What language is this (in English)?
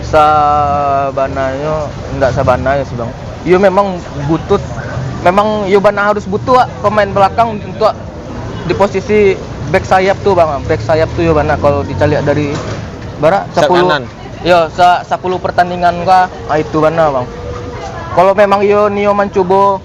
Minangkabau